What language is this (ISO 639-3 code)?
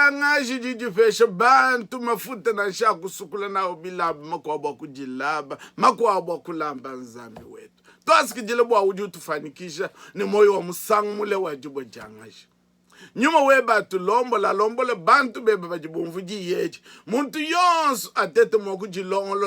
lua